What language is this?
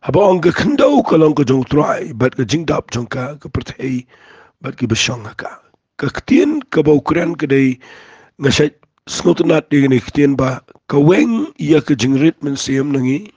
Khasi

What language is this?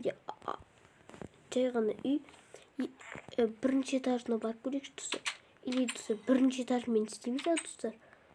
Kazakh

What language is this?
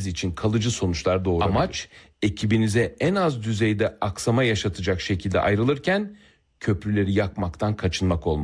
Turkish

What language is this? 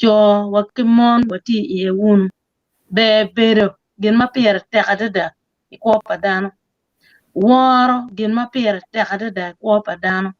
Acoli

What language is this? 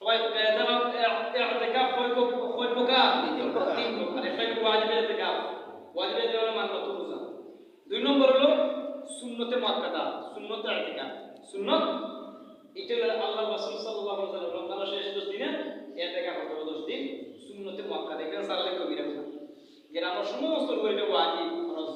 Sylheti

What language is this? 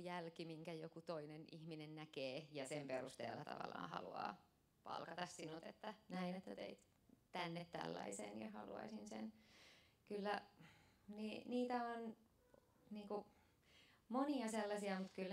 Finnish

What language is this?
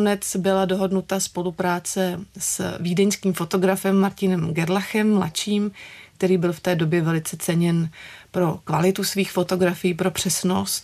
Czech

